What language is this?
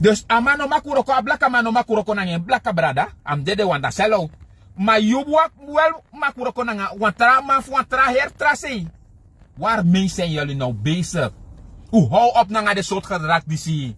Sranan Tongo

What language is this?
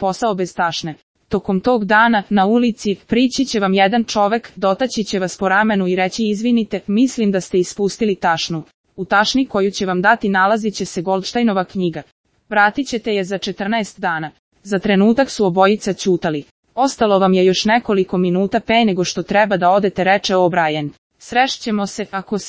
Serbian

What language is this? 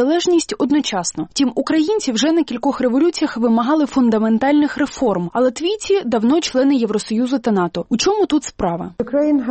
Ukrainian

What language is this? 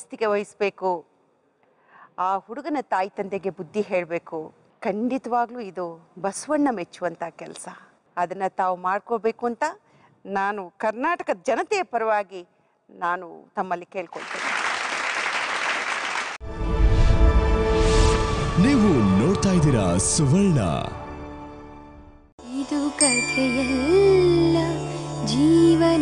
Kannada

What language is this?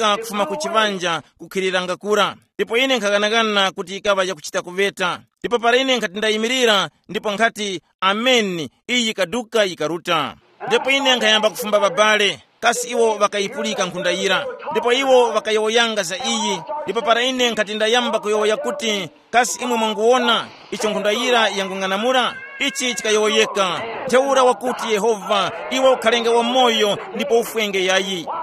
Tumbuka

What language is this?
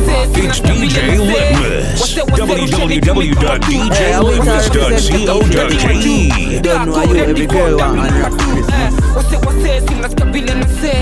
Swahili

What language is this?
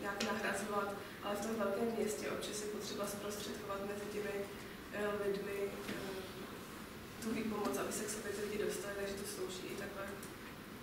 Czech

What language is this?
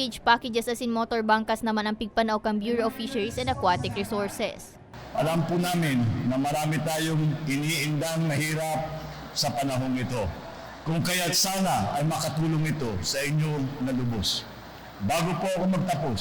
Bikol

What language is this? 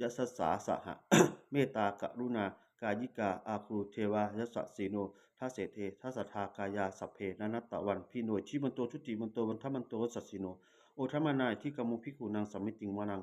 Pali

